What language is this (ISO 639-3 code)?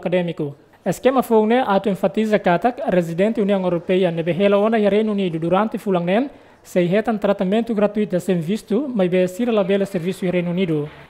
tet